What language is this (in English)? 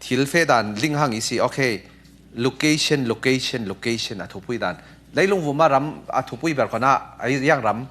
Falam Chin